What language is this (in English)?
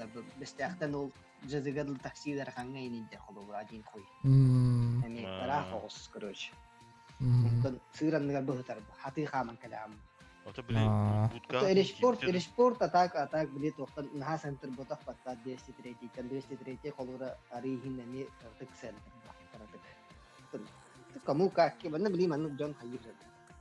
Yakut